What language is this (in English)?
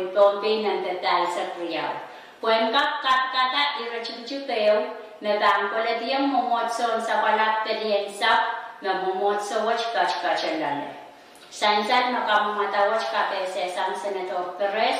Pohnpeian